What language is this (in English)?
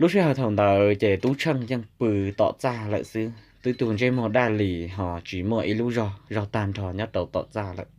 Hmong